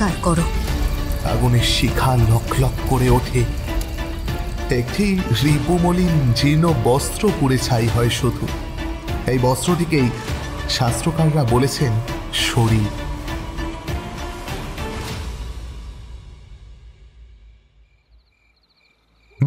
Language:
Bangla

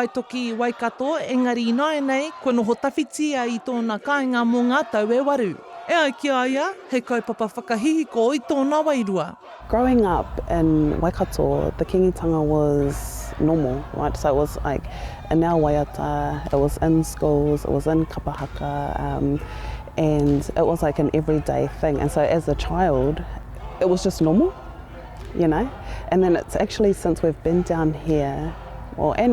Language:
Māori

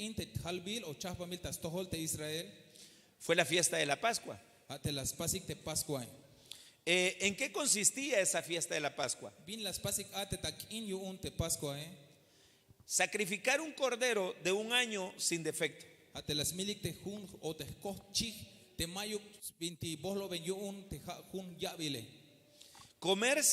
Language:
Tzeltal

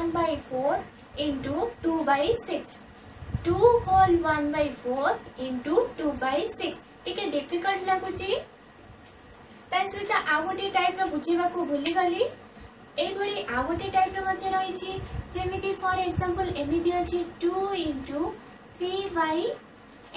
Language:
Odia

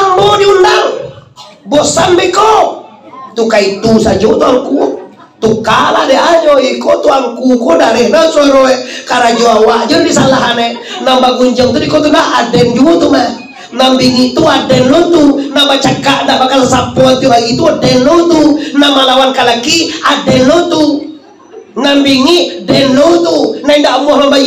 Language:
Minangkabau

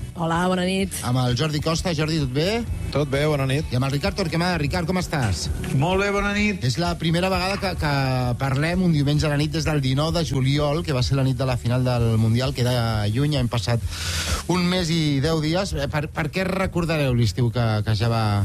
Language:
Catalan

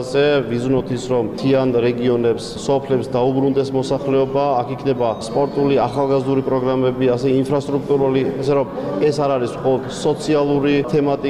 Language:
Georgian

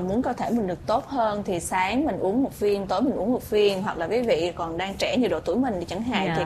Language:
Vietnamese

